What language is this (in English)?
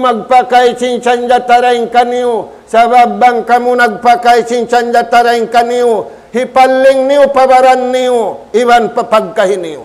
Tausug